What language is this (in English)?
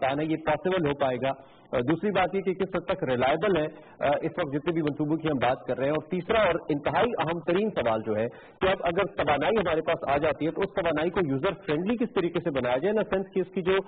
Urdu